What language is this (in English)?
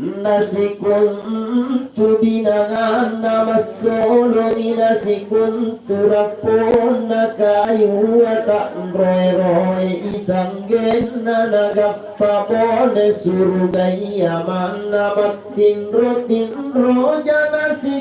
Makasar